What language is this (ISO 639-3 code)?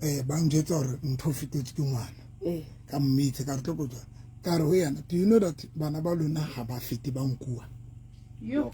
sot